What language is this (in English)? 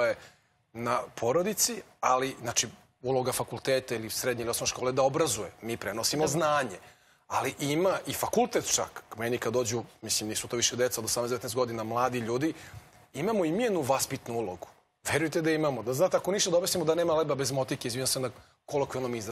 Serbian